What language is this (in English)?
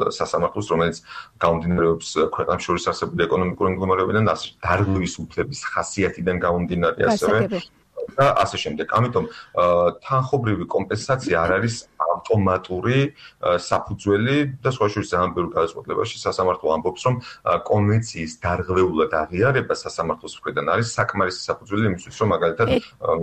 Georgian